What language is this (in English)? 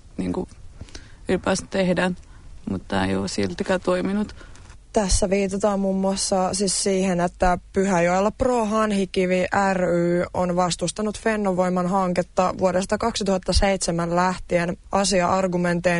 Finnish